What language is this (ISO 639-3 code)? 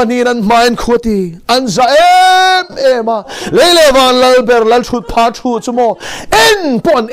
lus